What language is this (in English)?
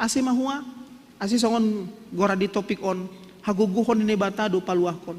Batak Simalungun